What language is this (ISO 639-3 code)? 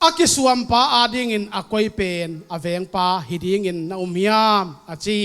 ctd